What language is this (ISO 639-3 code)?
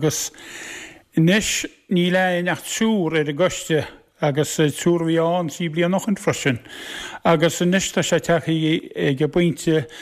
gle